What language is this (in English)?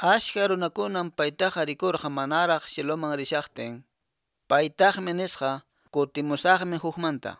Quechua